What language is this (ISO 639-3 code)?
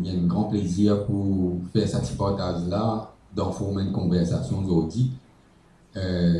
mfe